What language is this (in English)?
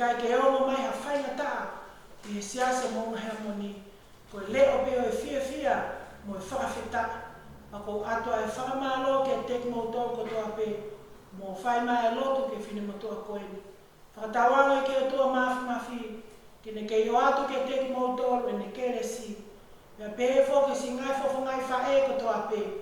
Tongan